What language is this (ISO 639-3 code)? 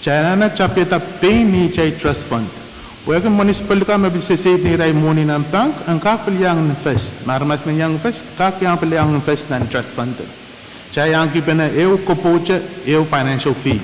pon